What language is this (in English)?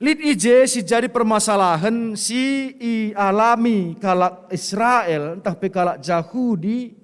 Batak Karo